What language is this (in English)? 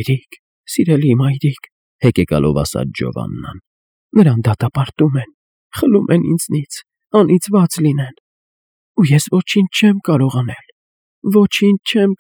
Armenian